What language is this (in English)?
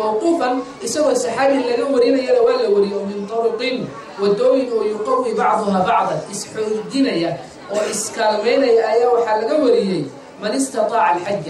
Somali